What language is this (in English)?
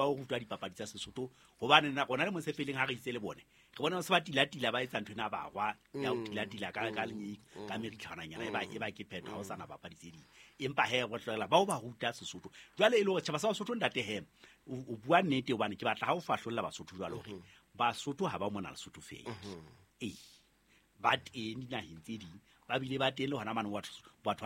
Southern Sotho